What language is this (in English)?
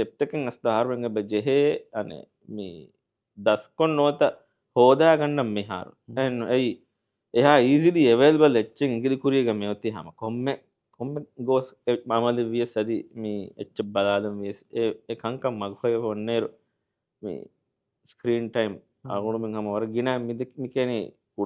Divehi